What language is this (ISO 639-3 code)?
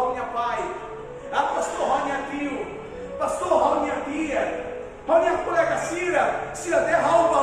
tet